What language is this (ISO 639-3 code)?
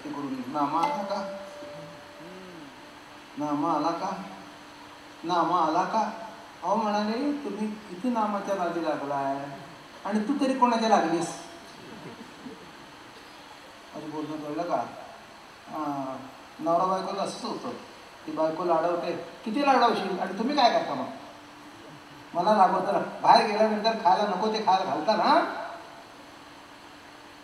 mar